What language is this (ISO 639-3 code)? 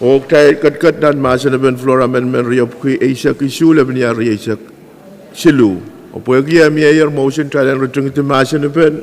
pon